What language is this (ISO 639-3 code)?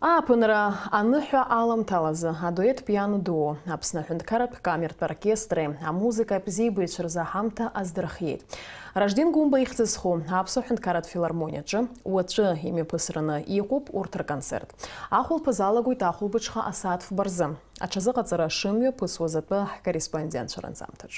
abk